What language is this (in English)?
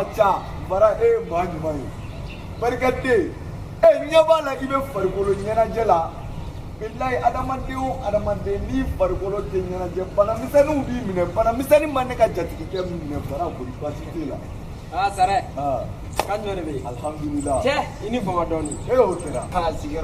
Bambara